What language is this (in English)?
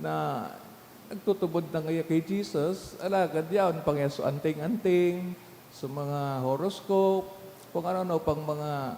Bikol